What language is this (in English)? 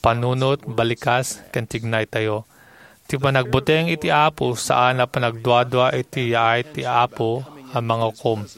Iloko